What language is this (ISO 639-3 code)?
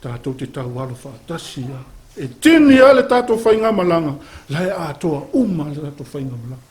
smo